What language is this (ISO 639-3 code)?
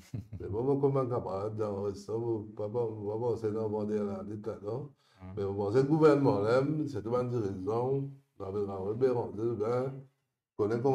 mfe